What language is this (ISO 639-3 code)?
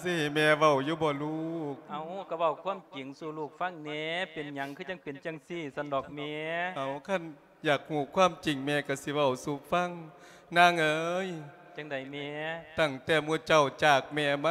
lao